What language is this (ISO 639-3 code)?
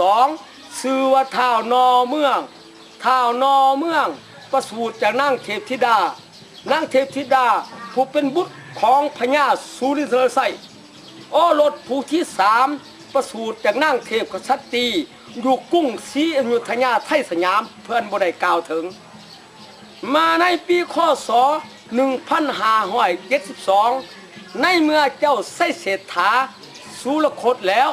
lao